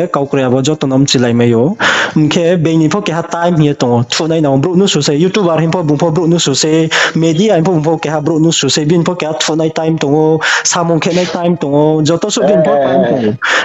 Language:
Riang (India)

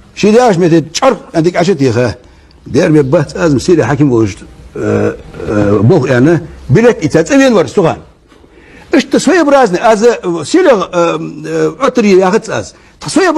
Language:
Ingush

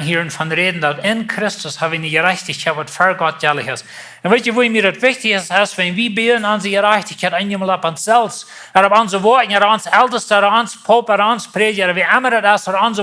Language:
Plautdietsch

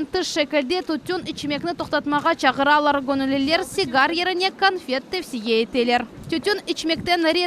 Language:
Crimean Tatar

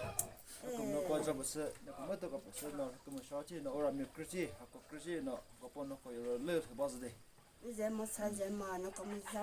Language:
Chokri Naga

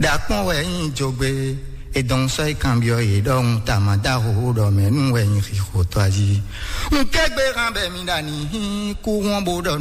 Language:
Fon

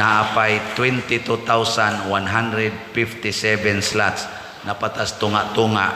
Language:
Cebuano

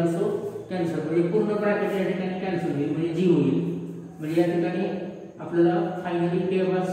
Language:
Marathi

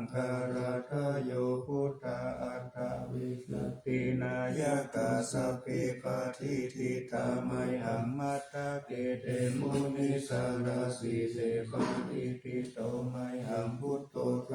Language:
Pali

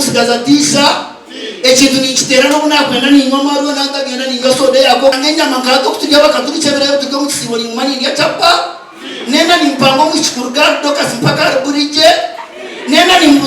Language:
Nyankole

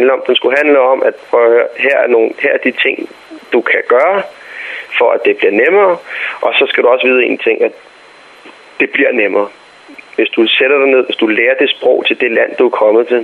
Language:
Danish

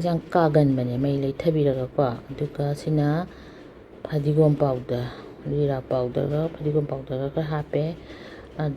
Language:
Manipuri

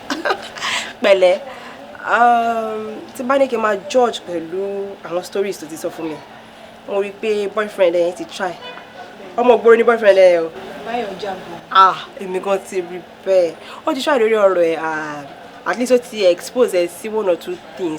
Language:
Yoruba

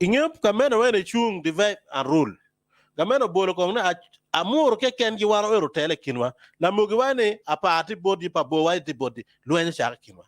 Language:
Acoli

